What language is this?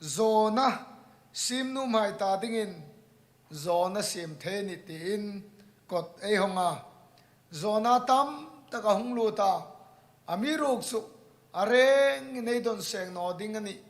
Hmar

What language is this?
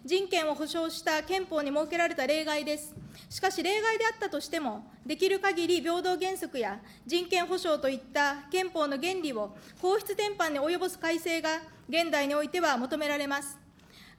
Japanese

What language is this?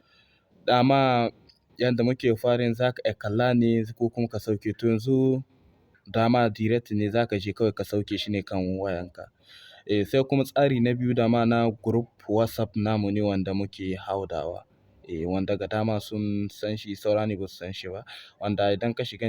Hausa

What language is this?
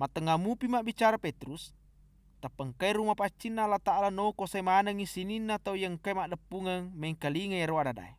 Buginese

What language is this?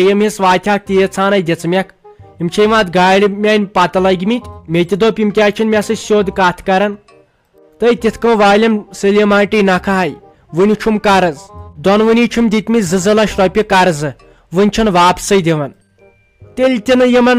Kashmiri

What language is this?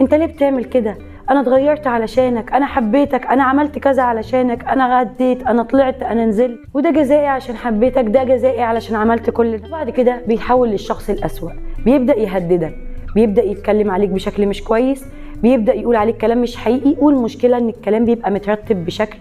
Egyptian Arabic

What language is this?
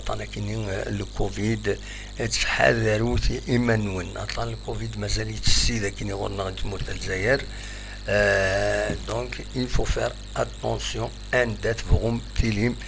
Kabyle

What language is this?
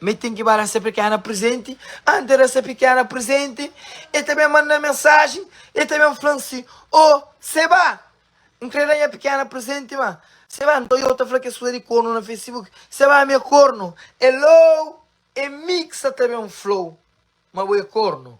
Kabuverdianu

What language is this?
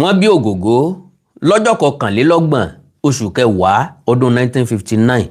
Yoruba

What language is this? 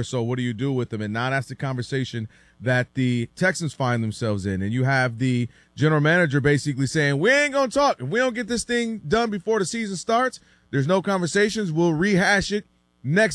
English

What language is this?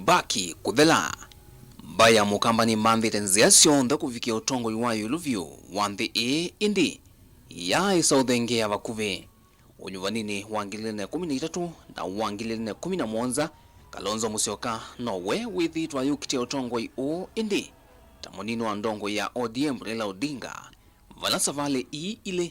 Kamba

